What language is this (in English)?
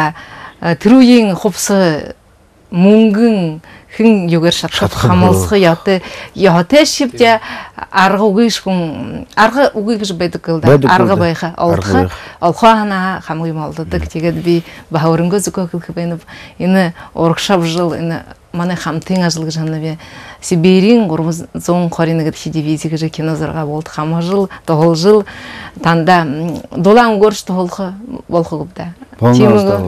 Buriat